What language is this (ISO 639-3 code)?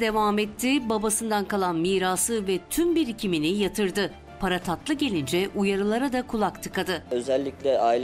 tur